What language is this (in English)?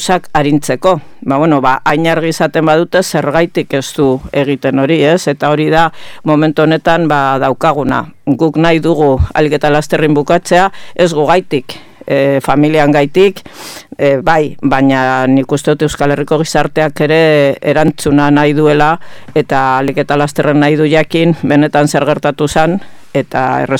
Basque